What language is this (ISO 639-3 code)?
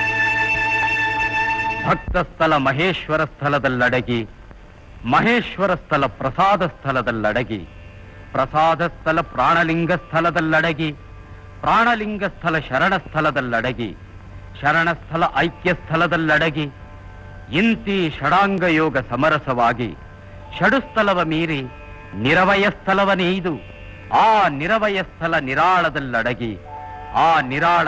kan